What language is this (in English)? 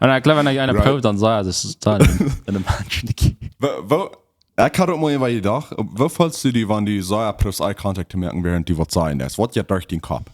Plautdietsch